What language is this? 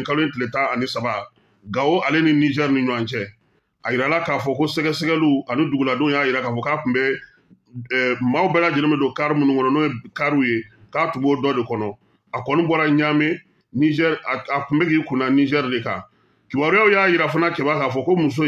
Bambara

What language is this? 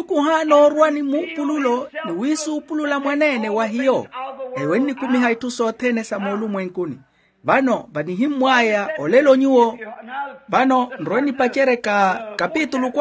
Makhuwa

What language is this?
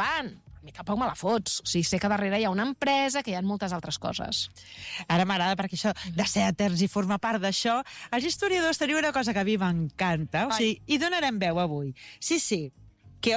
Catalan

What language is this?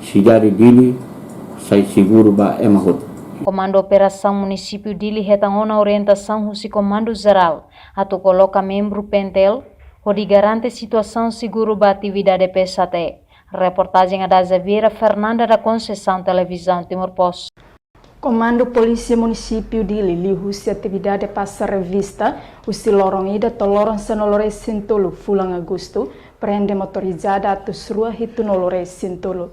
Tetum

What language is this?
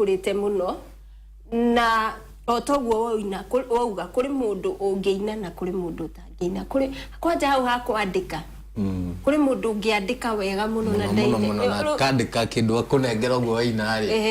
Kikuyu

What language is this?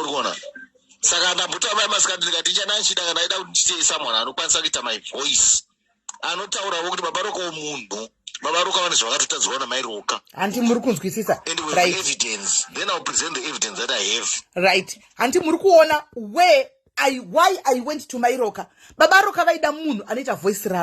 Shona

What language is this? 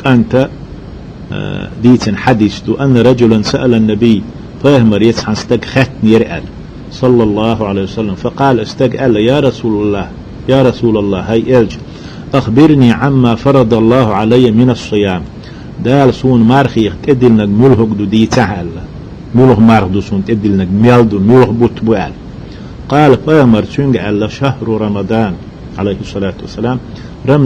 Chechen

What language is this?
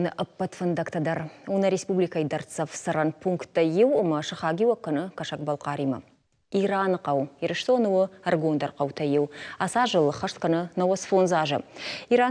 Ossetic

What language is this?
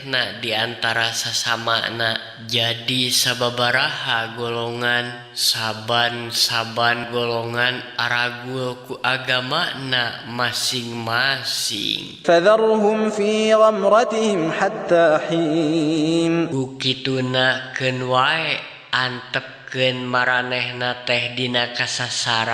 Sundanese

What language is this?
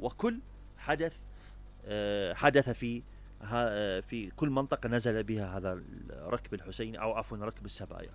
Mesopotamian Arabic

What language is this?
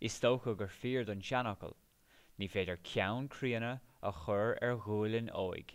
Irish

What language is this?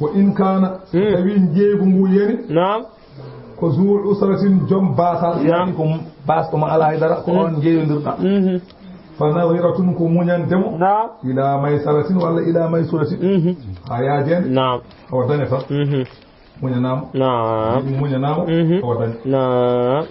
Fula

